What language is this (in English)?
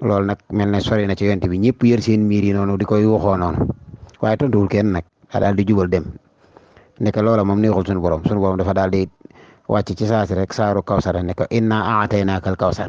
Wolof